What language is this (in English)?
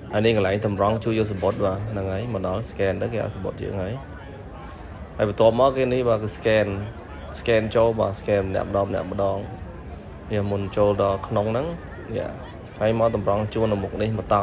Khmer